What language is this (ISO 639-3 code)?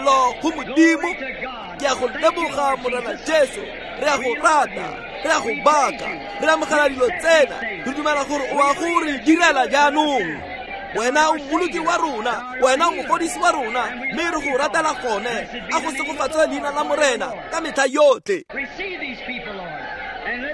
tsn